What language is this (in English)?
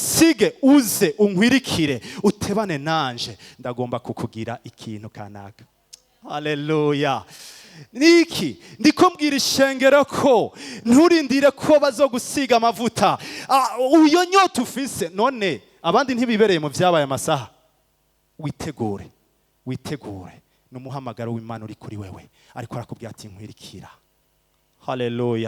Rundi